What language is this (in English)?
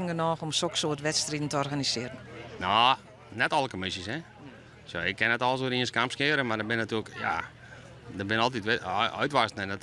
Western Frisian